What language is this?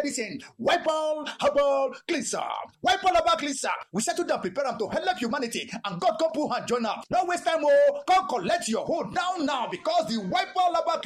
Nigerian Pidgin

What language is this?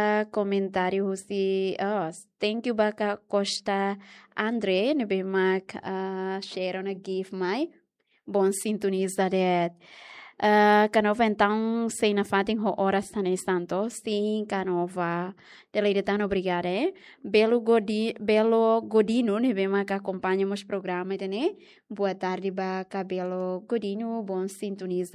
Tetum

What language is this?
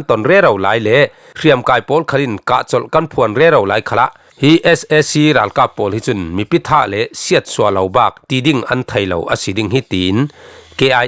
Falam Chin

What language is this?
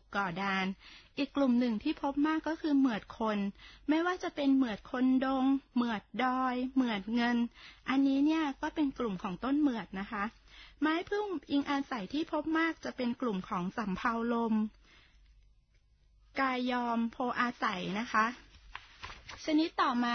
Thai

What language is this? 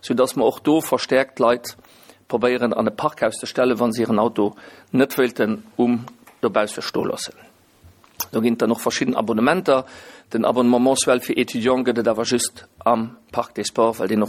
Luxembourgish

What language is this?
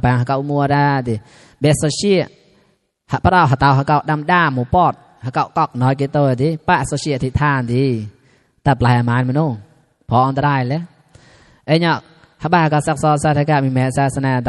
Mon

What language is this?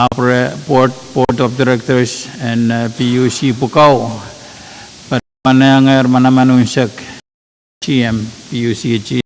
Pohnpeian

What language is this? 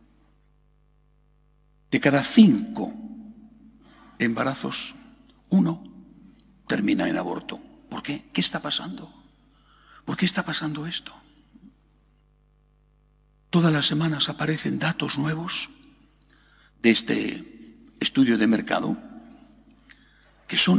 Spanish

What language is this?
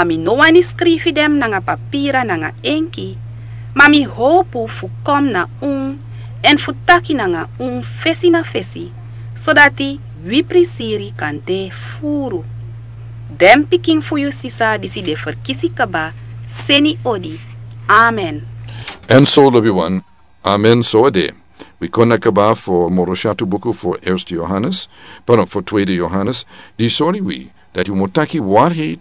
Sranan Tongo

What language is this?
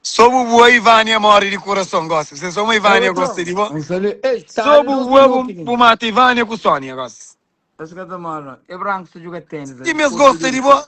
Kabuverdianu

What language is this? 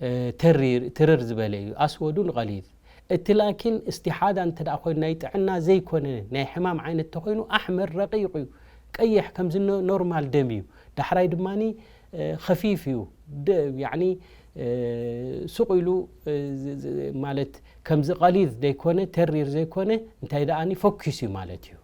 Tigrinya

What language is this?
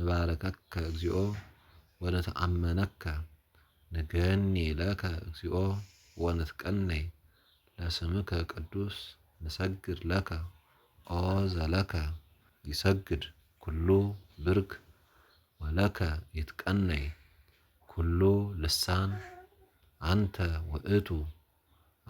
Geez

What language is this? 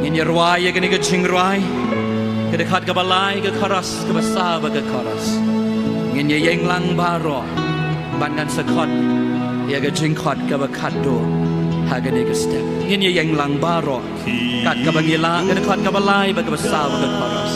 Khasi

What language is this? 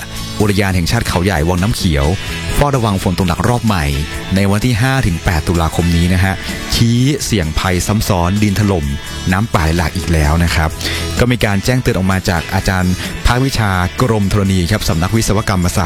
Thai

